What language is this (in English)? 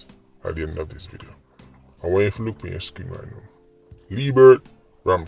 Jamaican Creole English